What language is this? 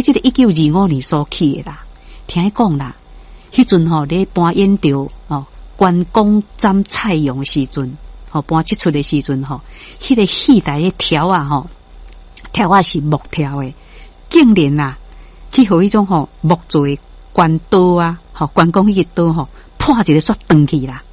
Min Nan Chinese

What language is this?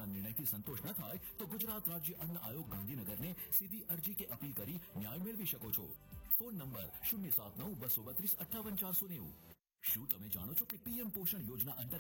Gujarati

